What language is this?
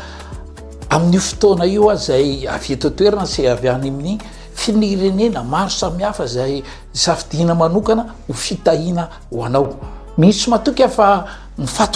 Malagasy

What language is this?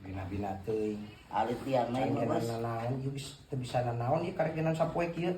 Sundanese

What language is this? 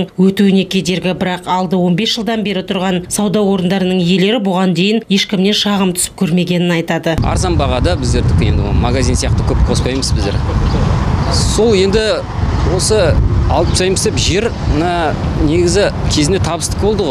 Kazakh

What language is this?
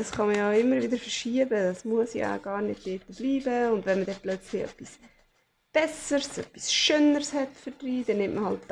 Swiss German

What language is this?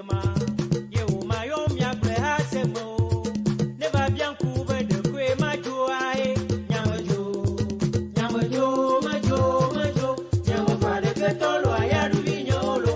Ewe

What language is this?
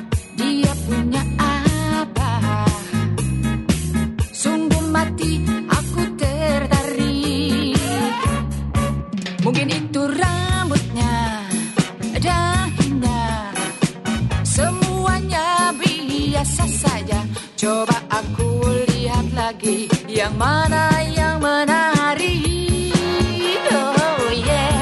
Indonesian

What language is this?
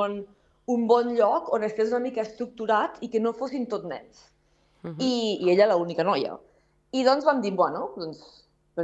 Catalan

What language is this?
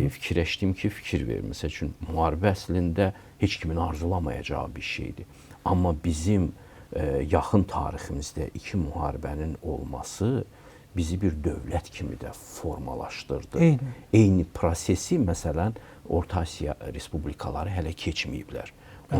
Azerbaijani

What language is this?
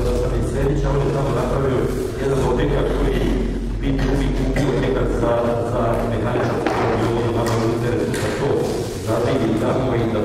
Croatian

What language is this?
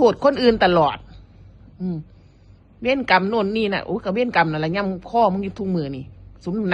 Northeastern Thai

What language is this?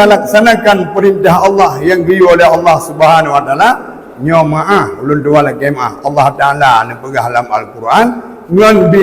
Achinese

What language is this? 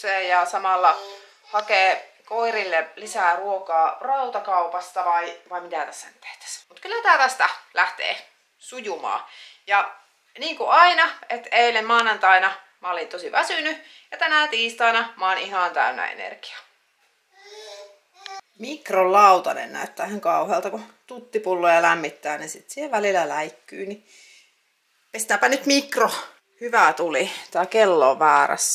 Finnish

